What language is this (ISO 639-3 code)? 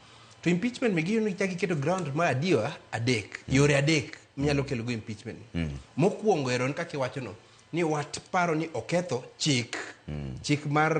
luo